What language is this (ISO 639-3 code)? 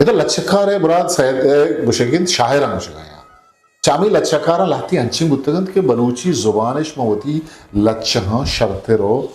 bgp